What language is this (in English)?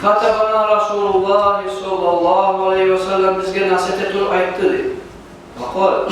Kumyk